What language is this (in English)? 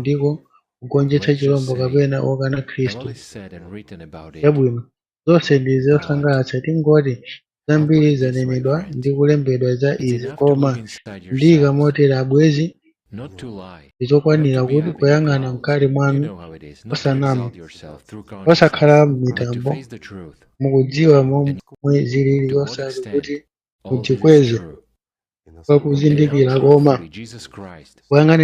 Nyanja